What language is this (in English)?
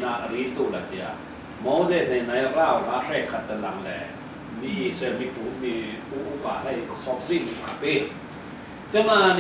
Falam Chin